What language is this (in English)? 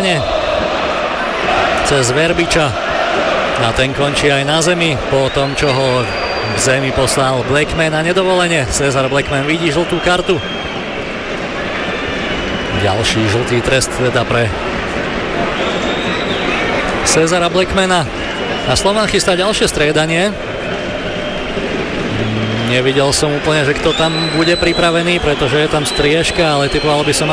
Slovak